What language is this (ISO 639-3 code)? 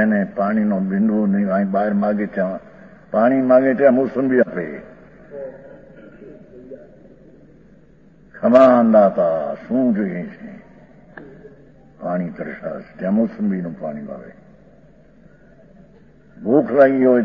guj